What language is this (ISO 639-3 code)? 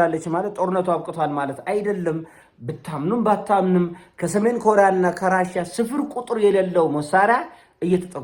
amh